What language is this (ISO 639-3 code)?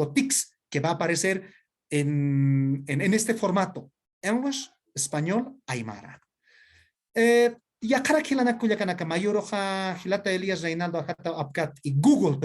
aym